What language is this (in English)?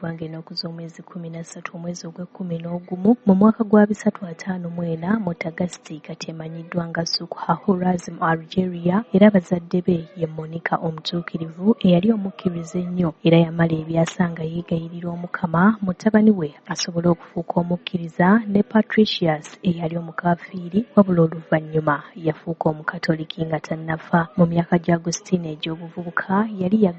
Ganda